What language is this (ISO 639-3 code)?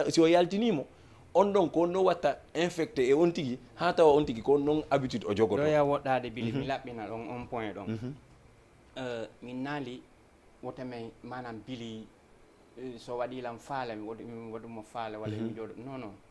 ful